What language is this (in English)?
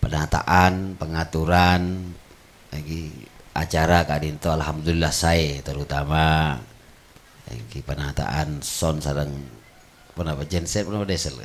Madurese